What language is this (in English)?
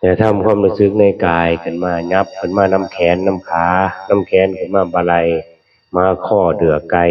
Northeastern Thai